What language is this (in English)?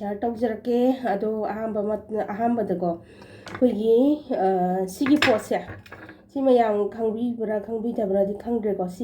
Manipuri